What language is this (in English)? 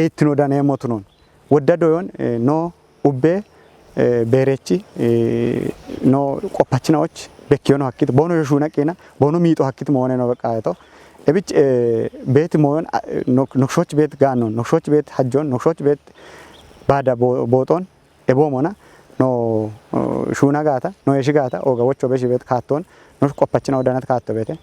Kafa